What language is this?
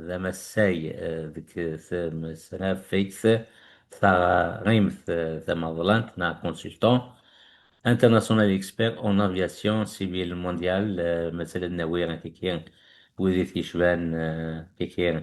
Kabyle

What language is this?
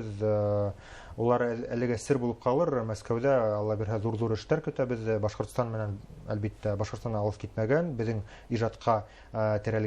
Bashkir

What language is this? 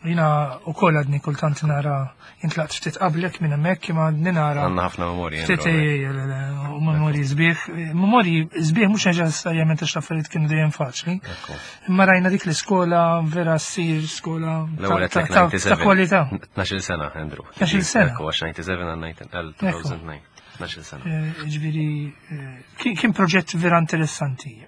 Maltese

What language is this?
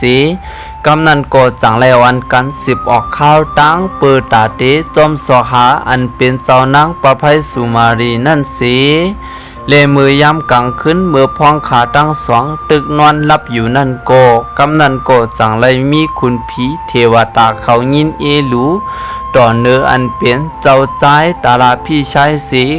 Shan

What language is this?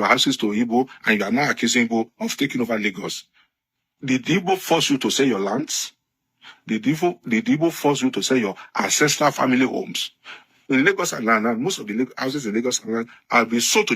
Yoruba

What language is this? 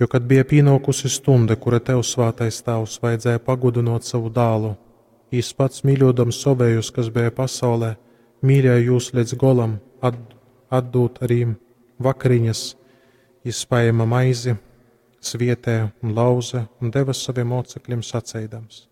Latgalian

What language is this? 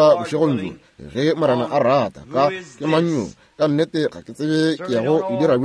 Northern Sotho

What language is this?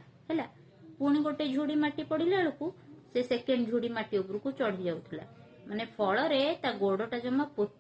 Odia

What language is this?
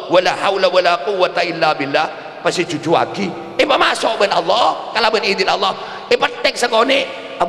Madurese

